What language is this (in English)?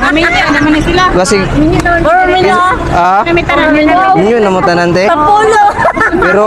Cebuano